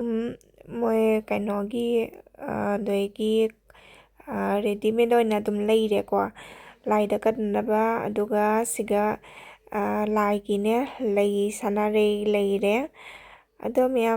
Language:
Manipuri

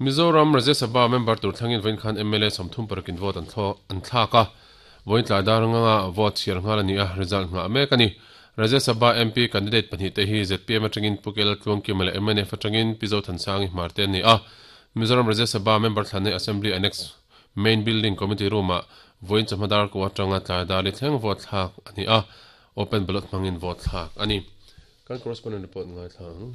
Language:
Mizo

